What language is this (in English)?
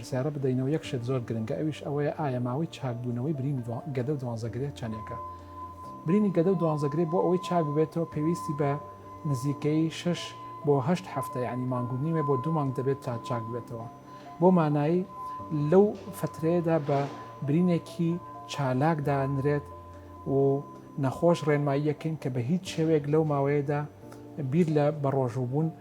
Central Kurdish